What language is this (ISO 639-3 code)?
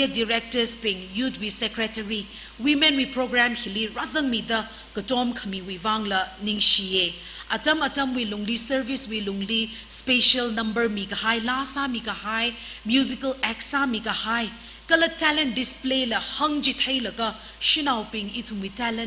nmf